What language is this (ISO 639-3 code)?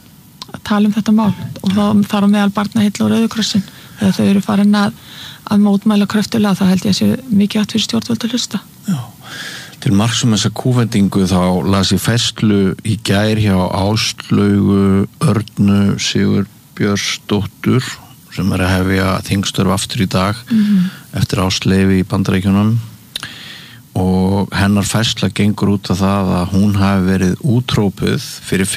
isl